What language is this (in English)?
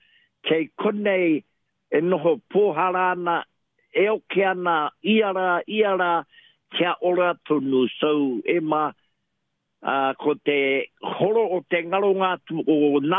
Māori